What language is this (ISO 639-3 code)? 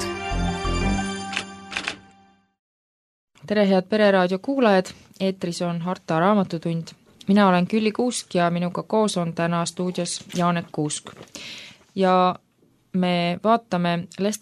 est